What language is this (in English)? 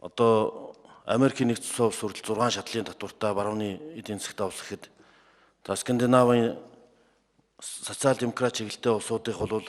Mongolian